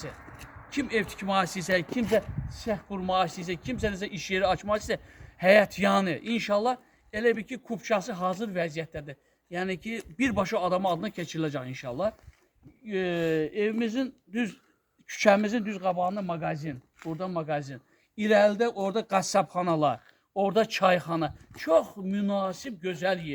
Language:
Azerbaijani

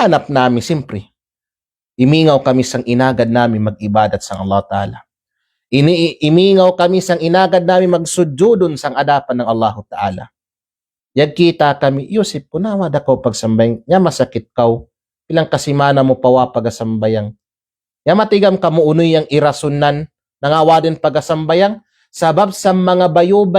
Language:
Kalagan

